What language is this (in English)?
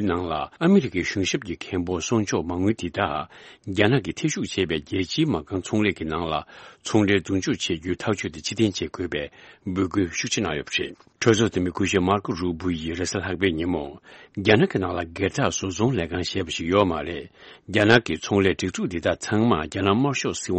Tibetan